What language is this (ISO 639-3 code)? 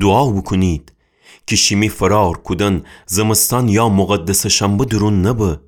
glk